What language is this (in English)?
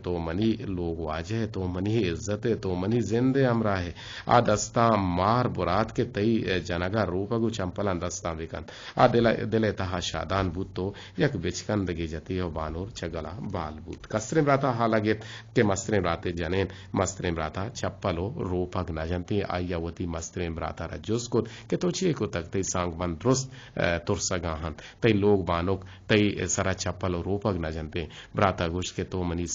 Eastern Balochi